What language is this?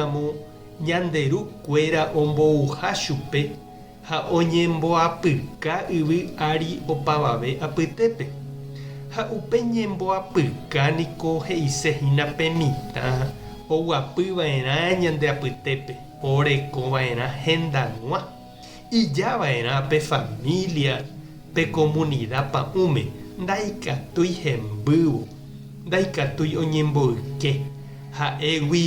Guarani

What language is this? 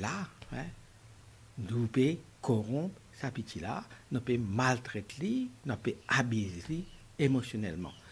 Morisyen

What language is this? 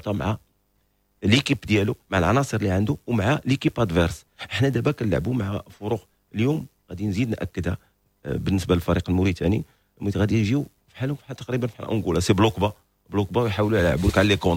Moroccan Arabic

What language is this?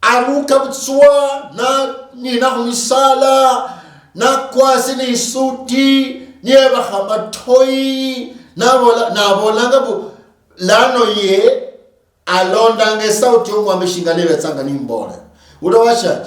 Luyia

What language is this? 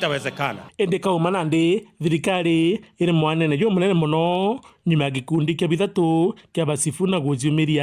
Meru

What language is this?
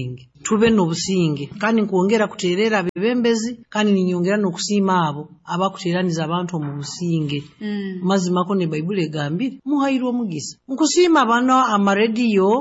Nyoro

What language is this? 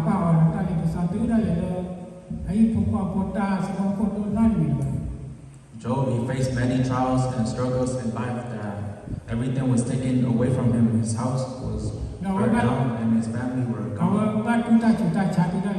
S'gaw Karen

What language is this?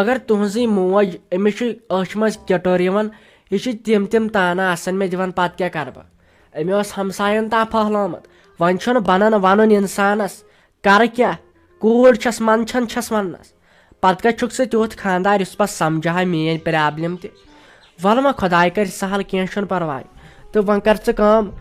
Kashmiri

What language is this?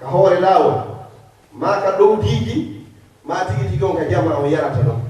Fula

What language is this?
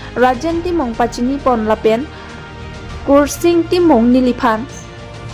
Karbi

